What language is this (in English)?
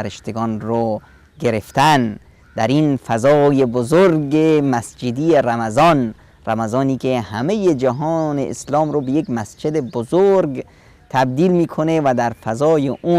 Persian